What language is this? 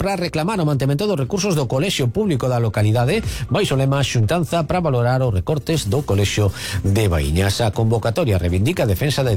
Galician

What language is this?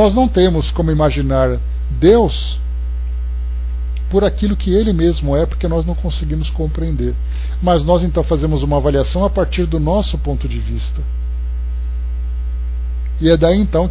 Portuguese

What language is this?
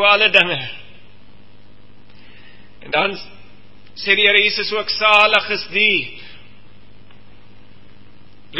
Afrikaans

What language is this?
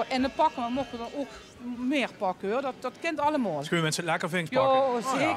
Limburgish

